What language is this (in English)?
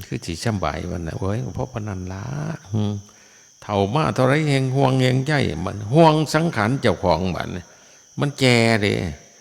Northeastern Thai